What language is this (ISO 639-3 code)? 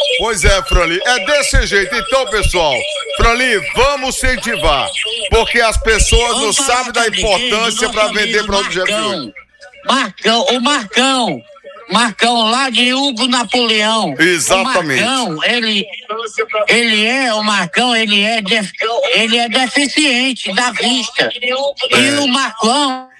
por